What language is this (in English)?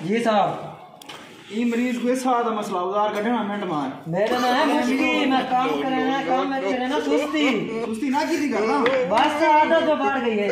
Saraiki